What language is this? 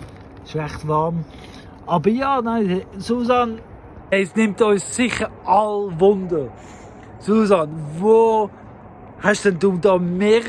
Swiss German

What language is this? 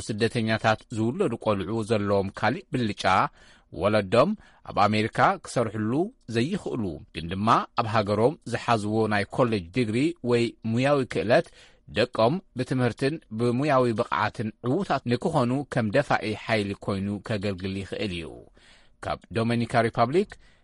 Tigrinya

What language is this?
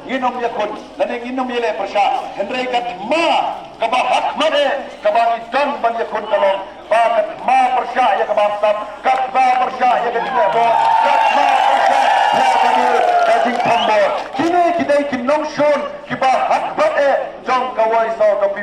Khasi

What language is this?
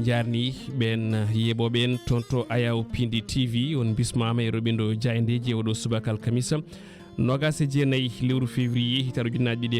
Fula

